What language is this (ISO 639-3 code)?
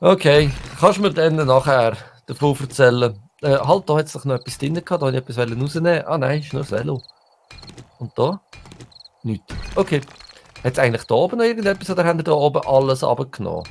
gsw